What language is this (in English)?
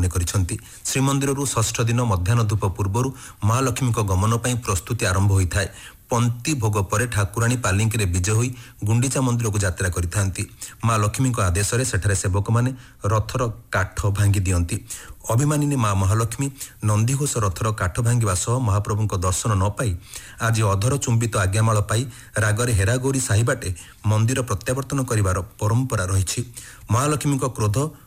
Odia